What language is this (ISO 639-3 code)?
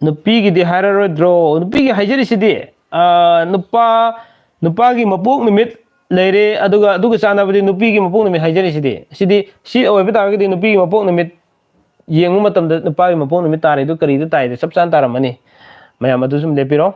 mni